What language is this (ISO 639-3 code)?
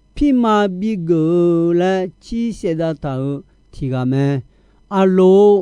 ahk